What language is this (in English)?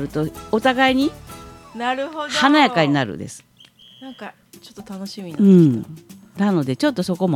Japanese